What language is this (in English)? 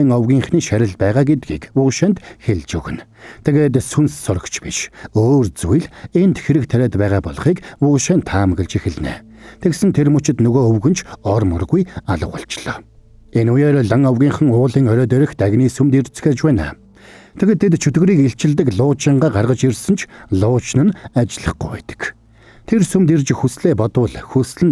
Mongolian